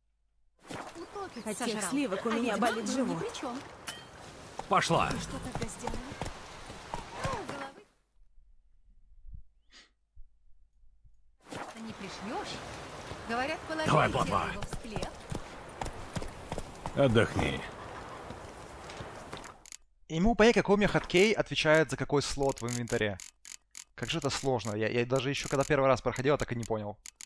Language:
Russian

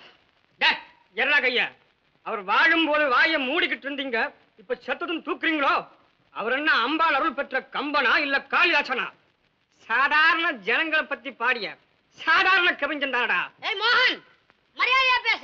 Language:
Tamil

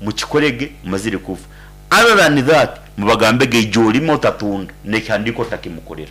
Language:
Nyankole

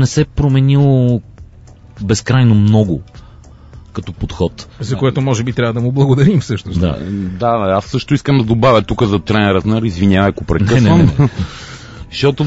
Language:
Bulgarian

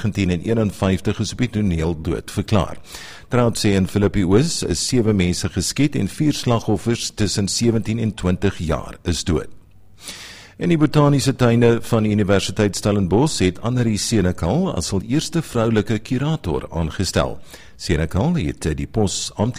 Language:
Afrikaans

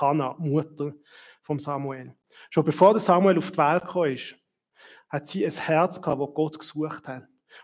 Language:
Swiss German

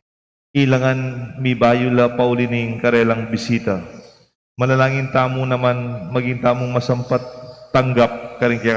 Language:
Pampanga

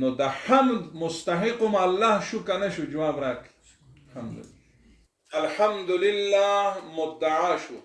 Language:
Pashto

